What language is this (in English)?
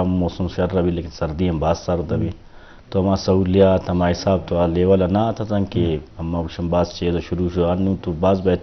Eastern Balochi